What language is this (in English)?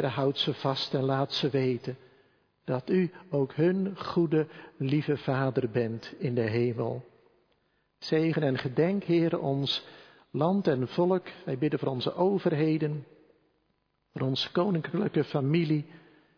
Dutch